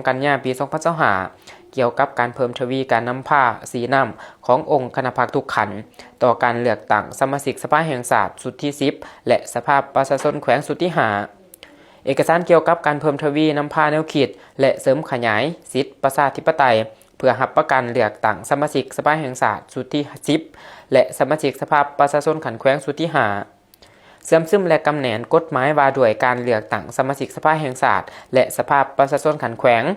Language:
Lao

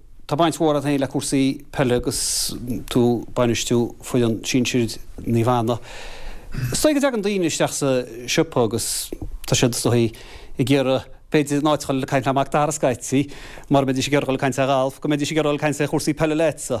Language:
Irish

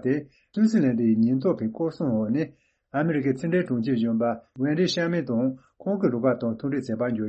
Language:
Tibetan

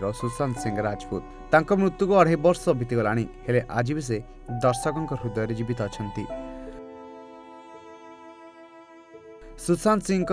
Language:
Odia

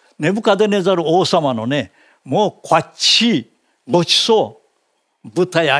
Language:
Japanese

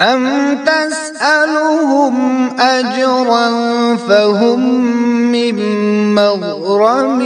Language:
Kashmiri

